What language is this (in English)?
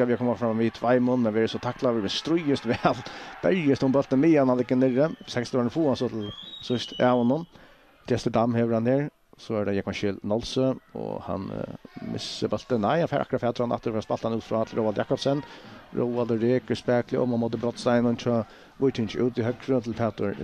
Faroese